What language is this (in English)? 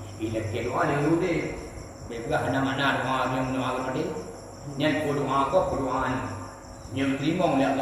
Achinese